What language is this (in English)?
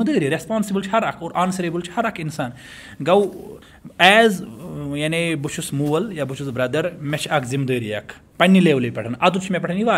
Kashmiri